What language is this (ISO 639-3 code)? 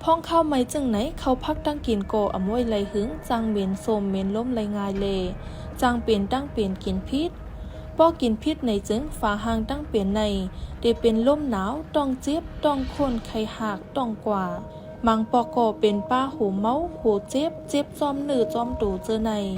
shn